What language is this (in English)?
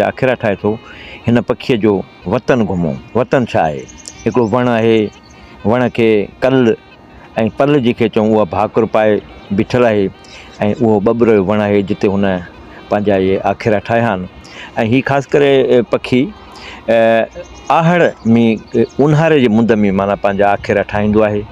Sindhi